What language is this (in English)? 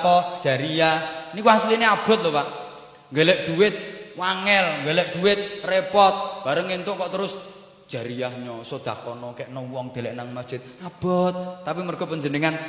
Javanese